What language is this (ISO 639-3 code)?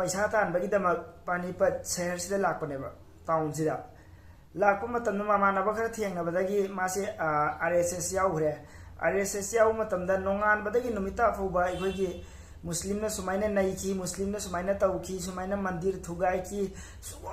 mni